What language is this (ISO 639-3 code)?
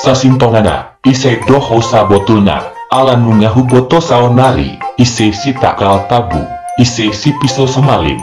bbc